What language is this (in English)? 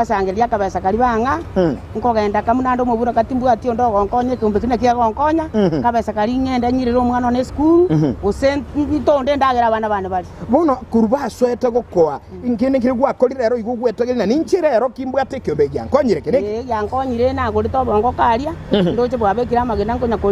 Gusii